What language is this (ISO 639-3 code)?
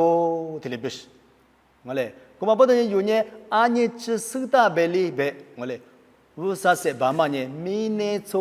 lis